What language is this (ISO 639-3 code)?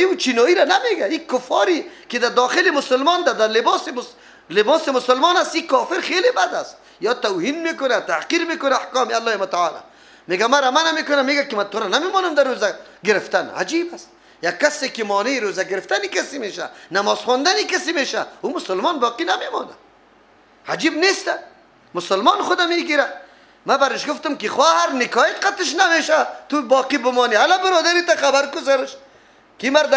fas